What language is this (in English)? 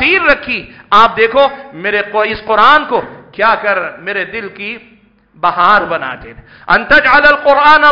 Urdu